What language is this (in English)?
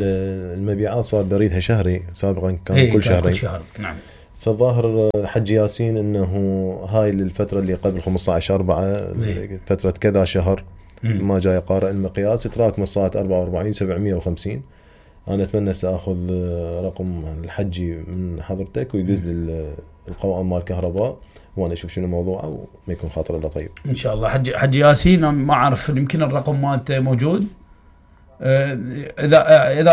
Mesopotamian Arabic